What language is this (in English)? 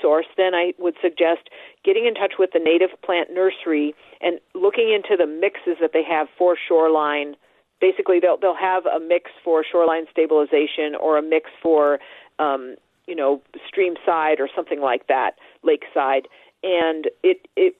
English